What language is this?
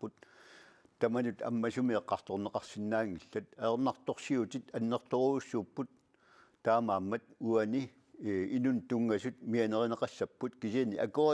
Kalaallisut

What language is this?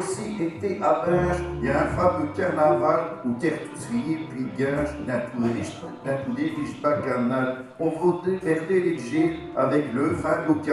Picard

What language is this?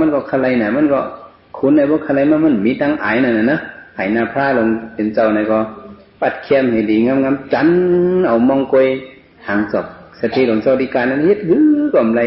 Shan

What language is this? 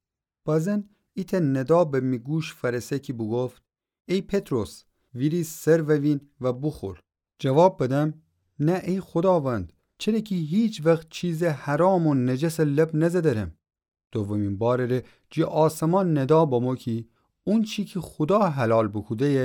Gilaki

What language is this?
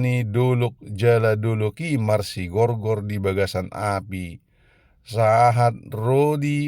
Batak Toba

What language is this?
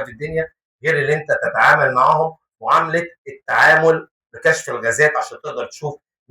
Egyptian Arabic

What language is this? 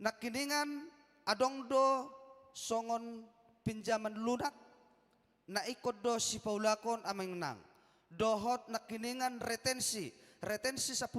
Batak Toba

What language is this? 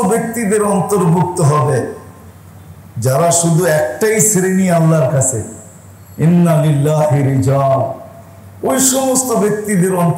Bangla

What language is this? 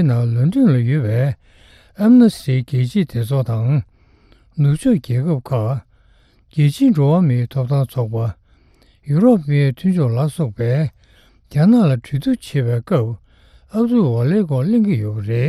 Tibetan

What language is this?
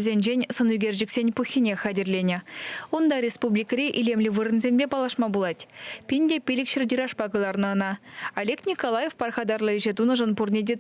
Chuvash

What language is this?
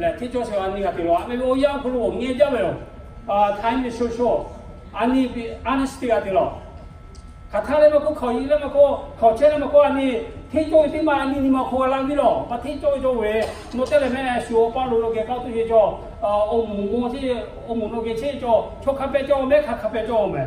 Lahu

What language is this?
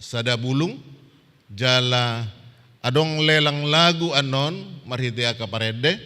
Batak Toba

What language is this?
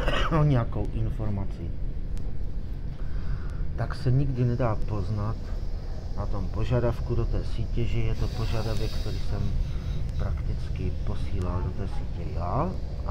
Czech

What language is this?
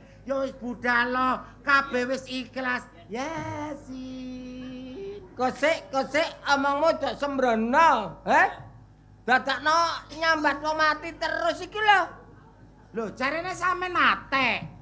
Javanese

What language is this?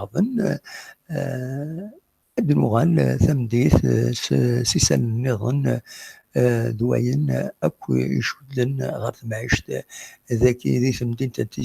Kabyle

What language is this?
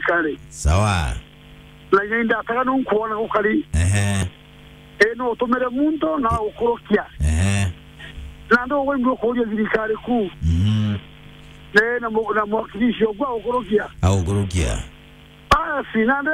Meru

